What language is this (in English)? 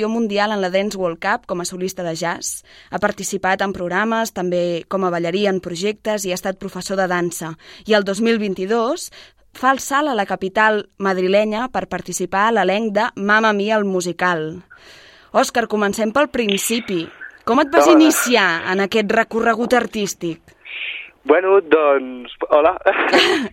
Catalan